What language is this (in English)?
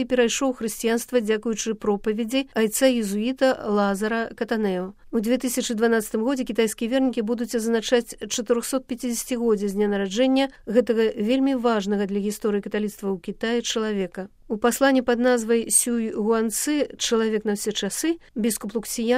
Belarusian